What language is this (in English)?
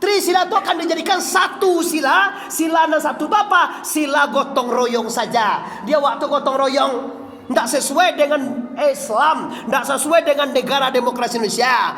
Minangkabau